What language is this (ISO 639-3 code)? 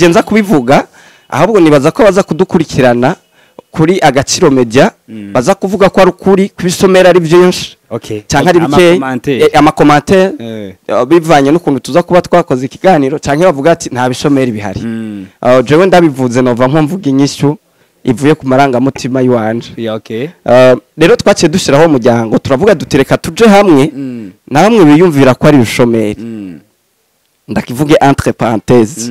run